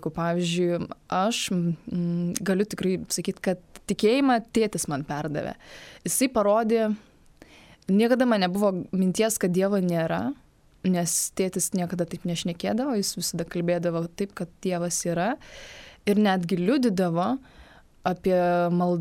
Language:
Lithuanian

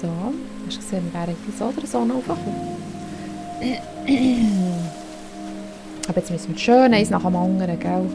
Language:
Swiss German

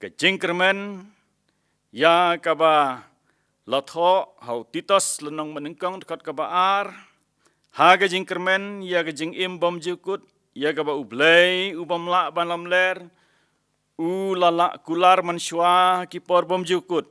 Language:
Khasi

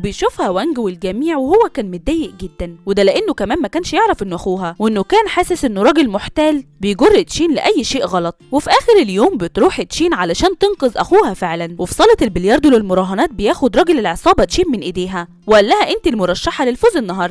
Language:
Egyptian Arabic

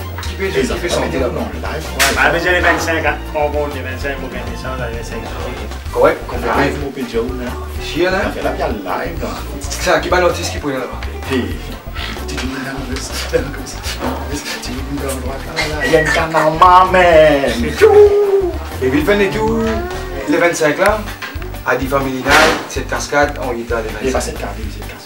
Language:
Morisyen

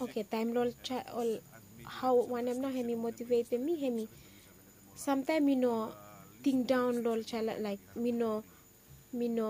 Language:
Bislama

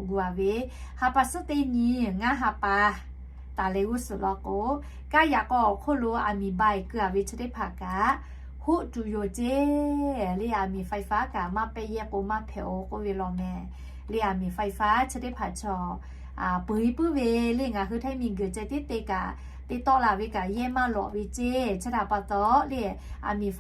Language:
Lahu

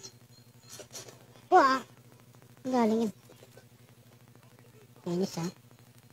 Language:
Filipino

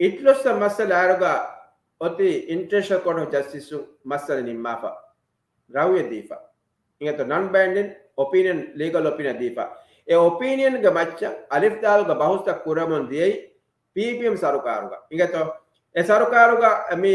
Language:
Divehi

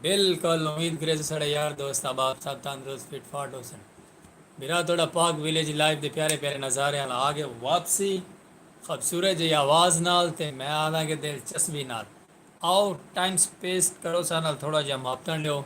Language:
Saraiki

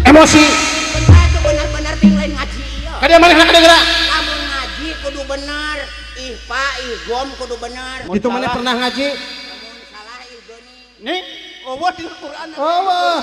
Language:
Sundanese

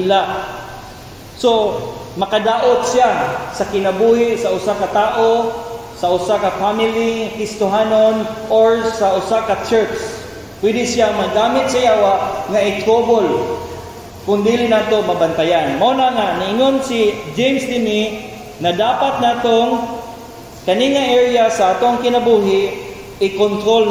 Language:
Cebuano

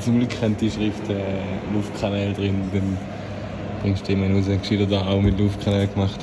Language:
Swiss German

